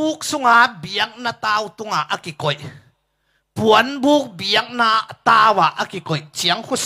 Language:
Tedim Chin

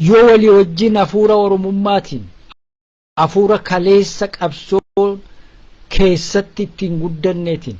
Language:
Oromo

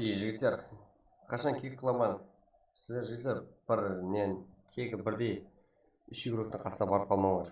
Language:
Kara-Kalpak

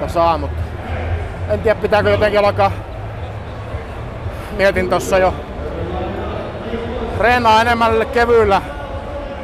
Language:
Finnish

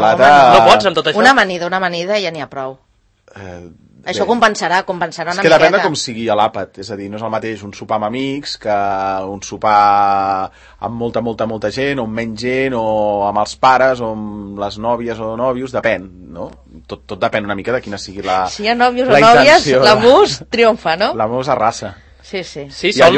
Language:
Catalan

